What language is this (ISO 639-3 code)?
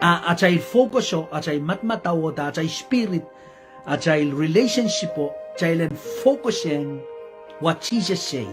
pon